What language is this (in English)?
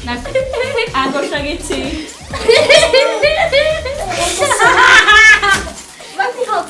Welsh